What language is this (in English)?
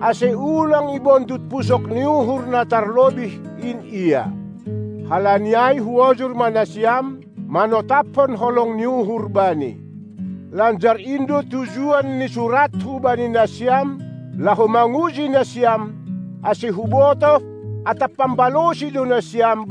Batak Simalungun